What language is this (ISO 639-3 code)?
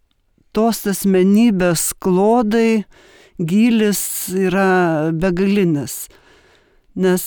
lit